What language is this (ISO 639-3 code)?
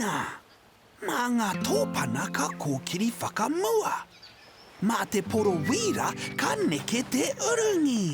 mri